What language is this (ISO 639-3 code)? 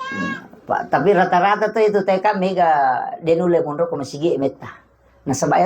bug